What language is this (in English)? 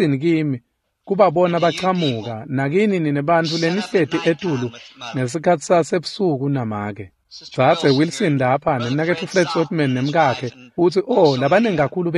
Swati